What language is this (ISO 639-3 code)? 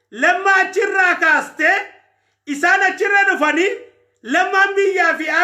orm